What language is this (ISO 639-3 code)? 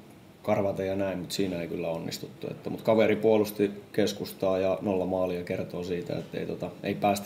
fin